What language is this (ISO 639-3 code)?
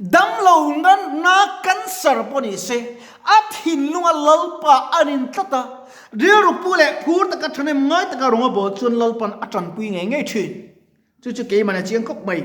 lus